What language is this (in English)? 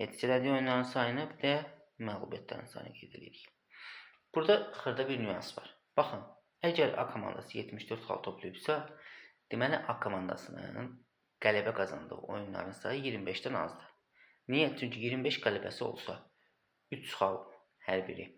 Azerbaijani